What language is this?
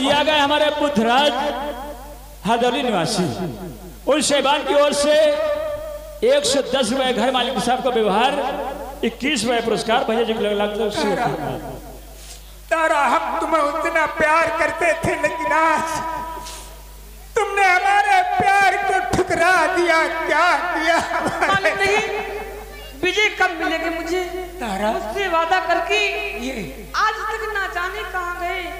Hindi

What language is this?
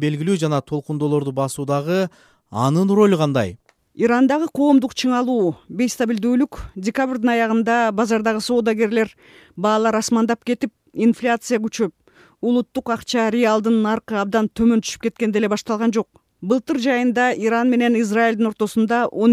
Kyrgyz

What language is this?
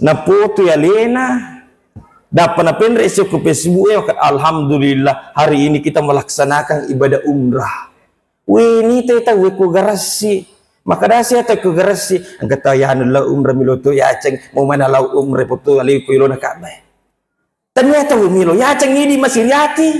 Buginese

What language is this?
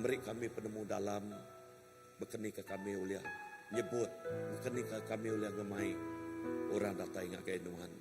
Iban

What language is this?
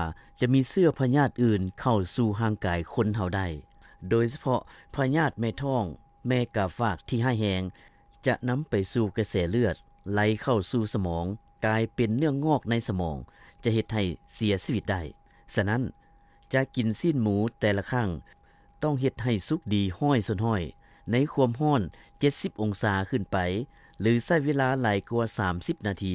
Lao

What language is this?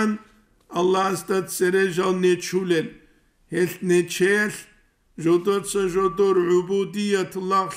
Avaric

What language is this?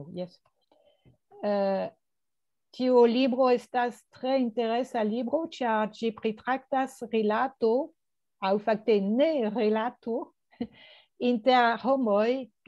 Esperanto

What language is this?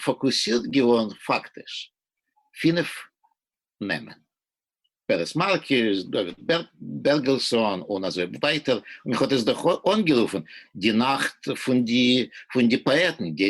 Yiddish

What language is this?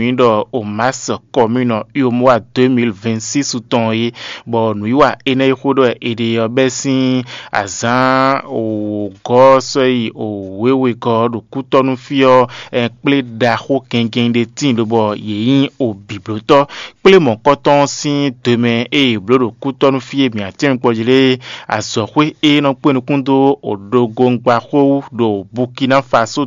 Fon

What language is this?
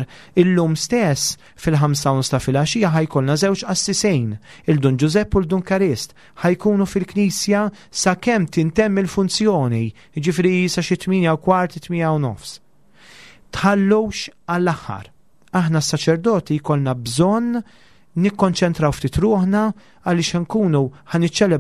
Maltese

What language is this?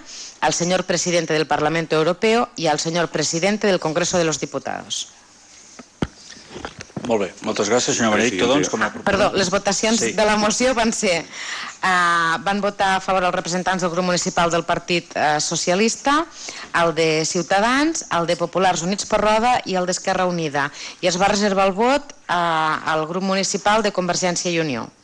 Catalan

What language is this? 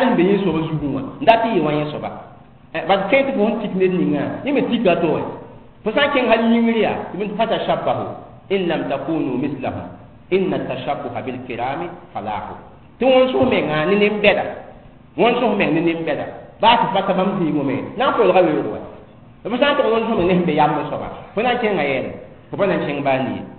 Mossi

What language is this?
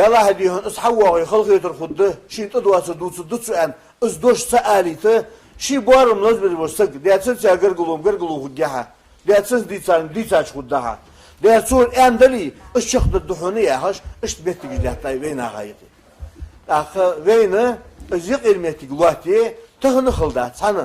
Ingush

